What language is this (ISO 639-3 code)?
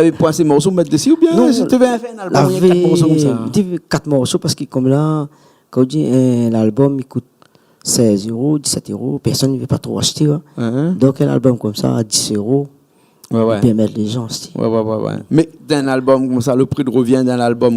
rcf